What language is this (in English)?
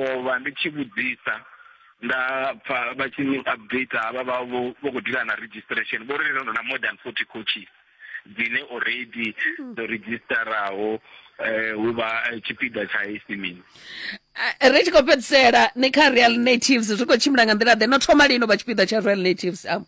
Venda